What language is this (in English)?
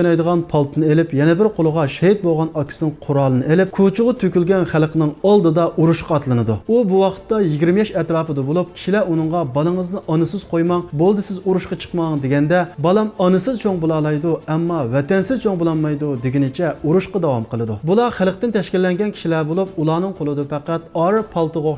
Uyghur